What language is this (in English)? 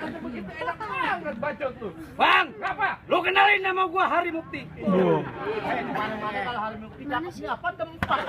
Betawi